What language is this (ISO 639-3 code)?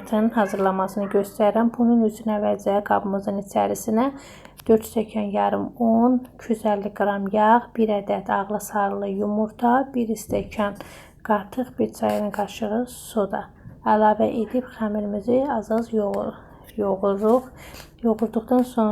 aze